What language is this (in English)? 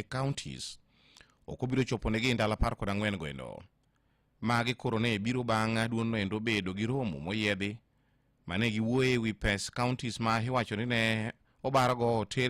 Luo (Kenya and Tanzania)